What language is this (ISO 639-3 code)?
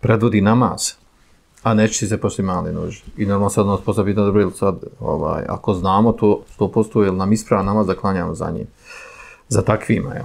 bos